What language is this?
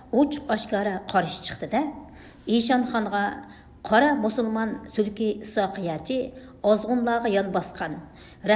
Uyghur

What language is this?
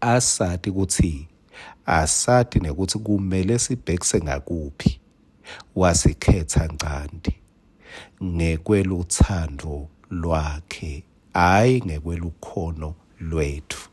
Swati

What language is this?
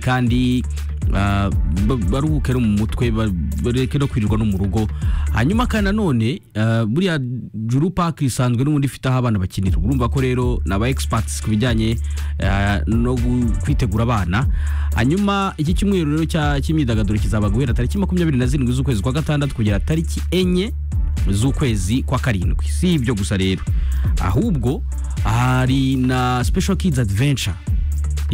Kinyarwanda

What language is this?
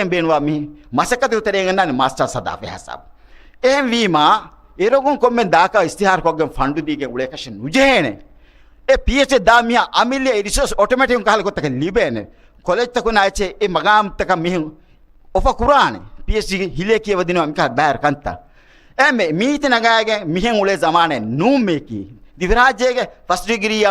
Divehi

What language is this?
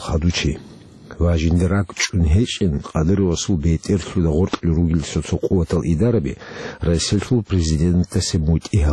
Avaric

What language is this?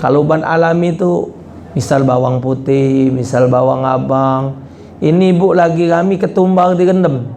Musi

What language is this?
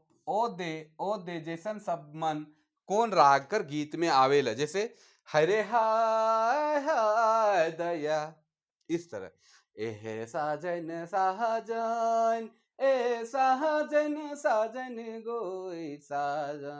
Sadri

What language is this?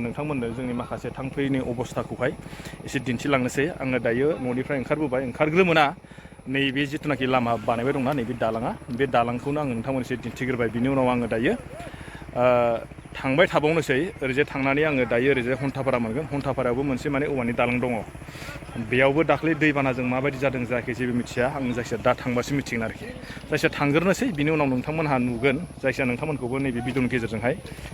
Bodo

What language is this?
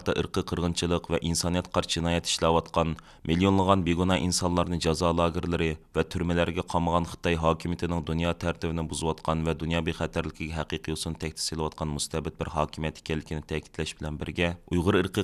Uyghur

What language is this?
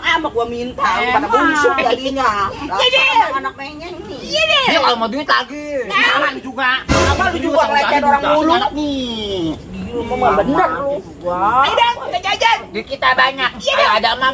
Betawi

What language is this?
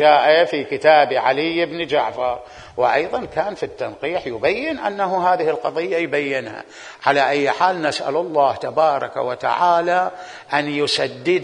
Mesopotamian Arabic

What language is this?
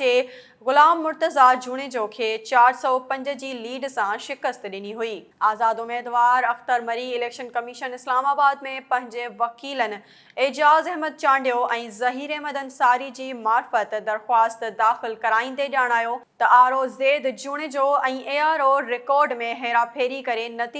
Sindhi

